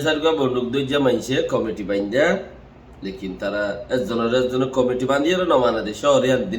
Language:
Rohingya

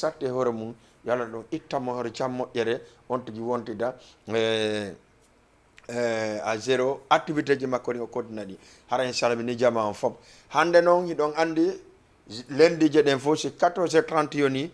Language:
Fula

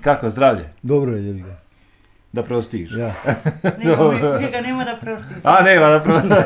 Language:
Bosnian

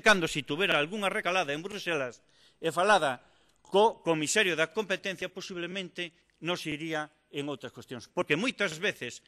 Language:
Galician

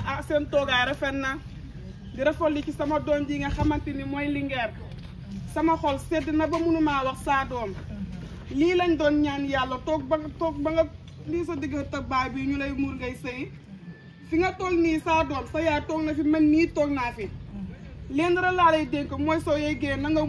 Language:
Wolof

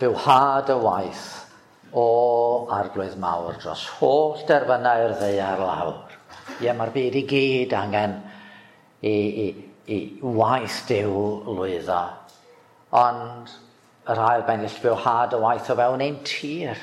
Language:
Welsh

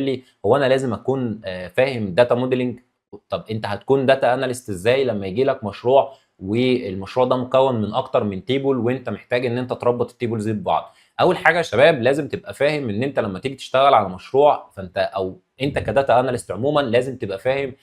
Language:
Egyptian Arabic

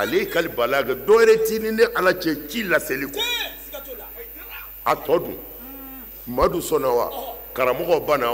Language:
Bambara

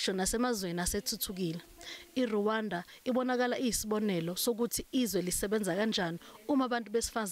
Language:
Zulu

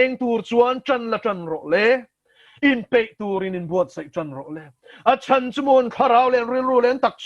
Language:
Mizo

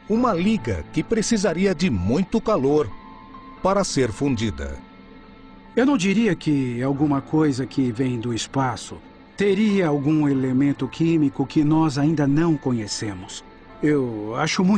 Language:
Portuguese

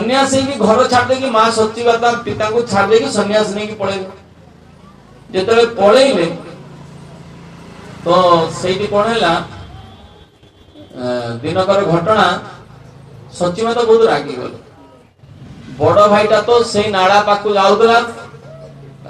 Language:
Odia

